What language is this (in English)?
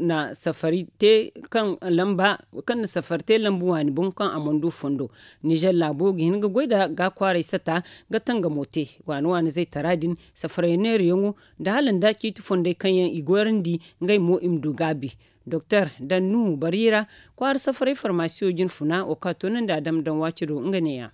Zarma